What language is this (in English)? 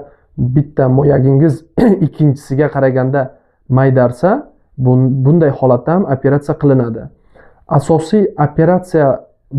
Uzbek